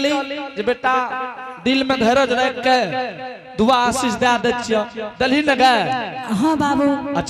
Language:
Angika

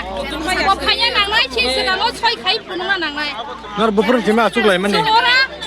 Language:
Kok Borok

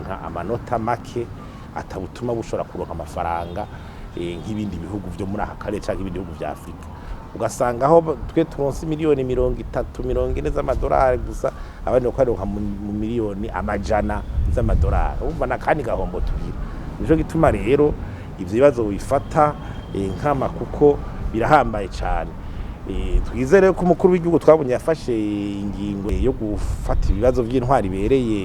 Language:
Rundi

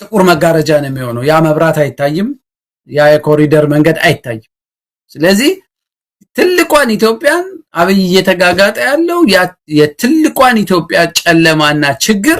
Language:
Amharic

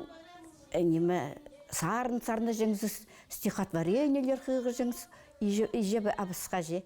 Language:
Khakas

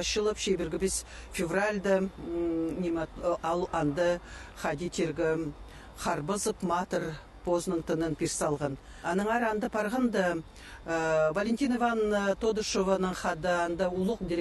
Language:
Khakas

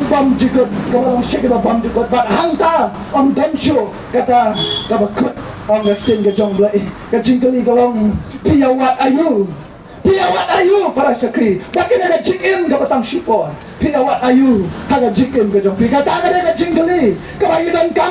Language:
Khasi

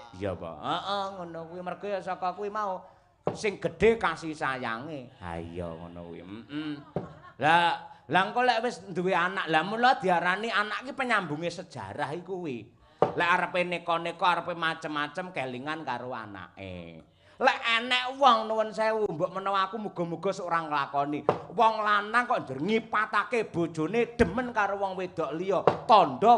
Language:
Javanese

